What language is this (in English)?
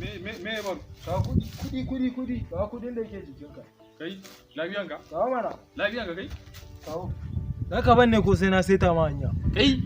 Hausa